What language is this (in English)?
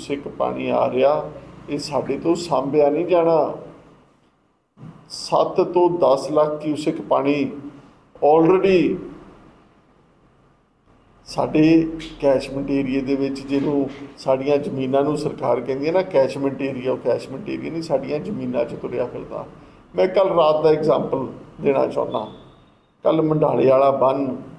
Punjabi